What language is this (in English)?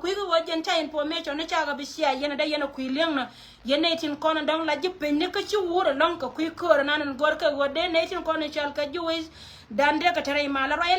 Nuer